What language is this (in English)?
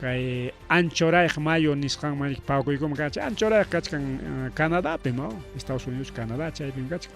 Ayacucho Quechua